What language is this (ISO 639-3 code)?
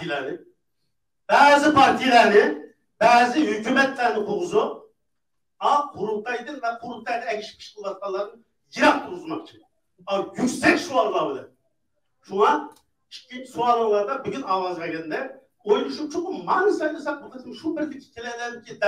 uig